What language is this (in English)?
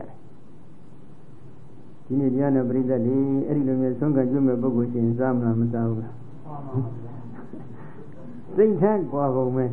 Burmese